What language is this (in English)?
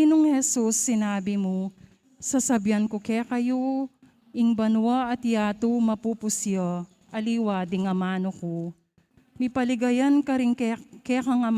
Pampanga